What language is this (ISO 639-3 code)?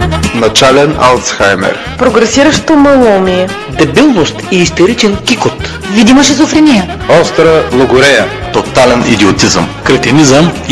bul